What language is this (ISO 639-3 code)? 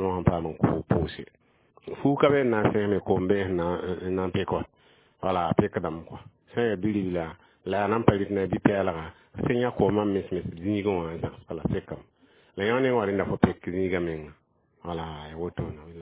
mos